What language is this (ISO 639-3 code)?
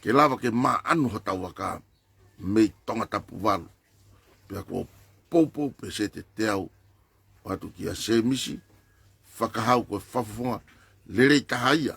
ton